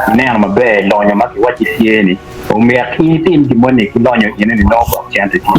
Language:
Acoli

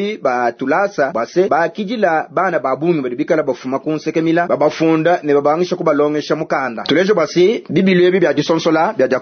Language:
Luba-Lulua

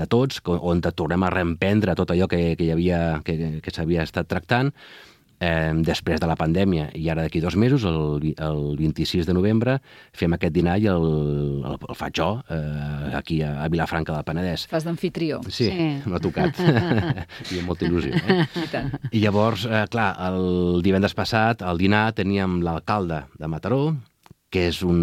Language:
Catalan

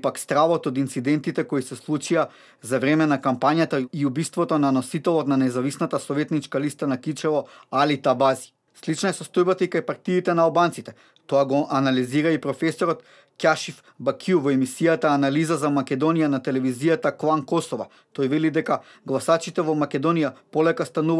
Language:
Macedonian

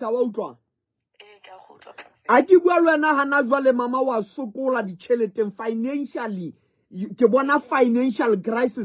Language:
Southern Sotho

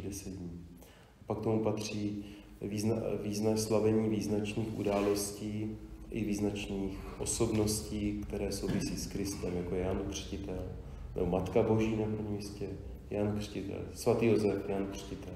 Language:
Czech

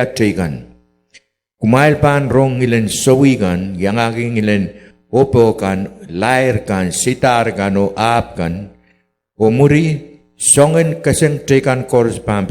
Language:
Pohnpeian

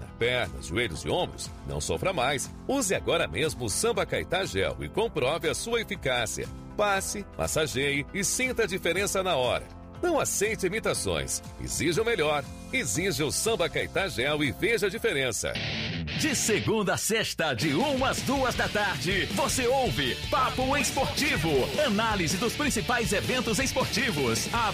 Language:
Portuguese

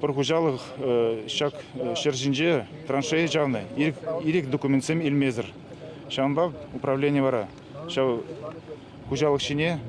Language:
Chuvash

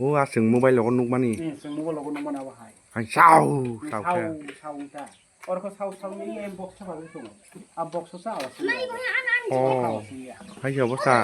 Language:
Kok Borok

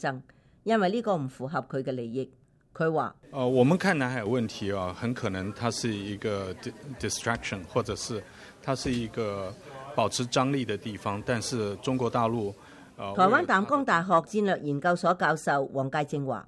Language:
Cantonese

